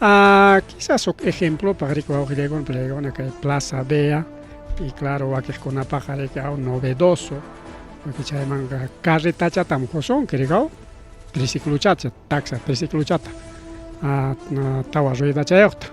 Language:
Ayacucho Quechua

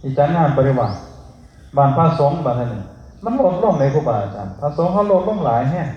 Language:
Northeastern Thai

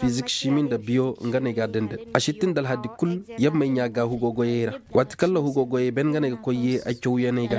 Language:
Koyraboro Senni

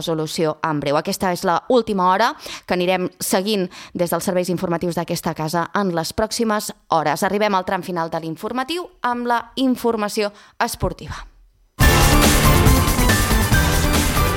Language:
Catalan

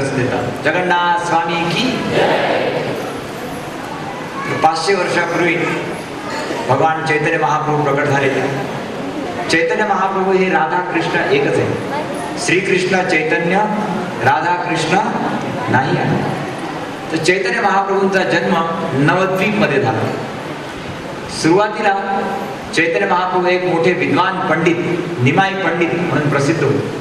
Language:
Marathi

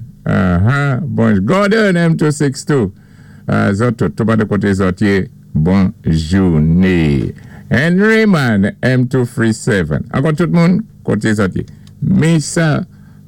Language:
Saint Lucian Creole French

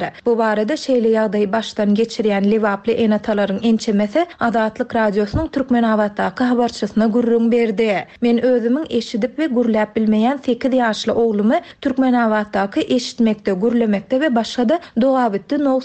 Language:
Turkmen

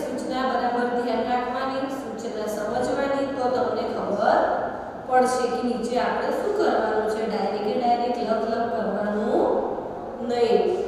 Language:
Gujarati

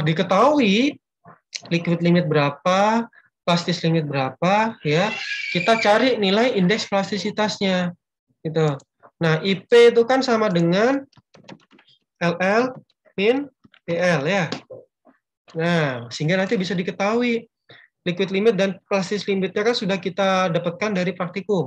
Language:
Indonesian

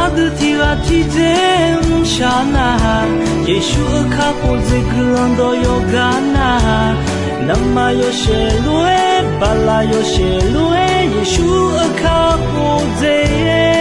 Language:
Akha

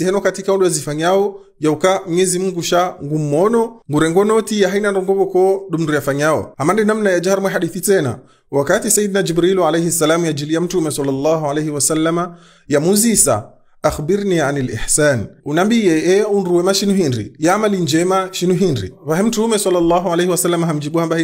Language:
Ngazidja Comorian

